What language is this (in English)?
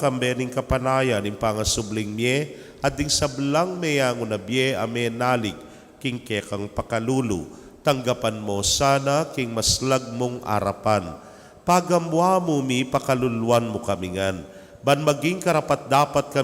Pampanga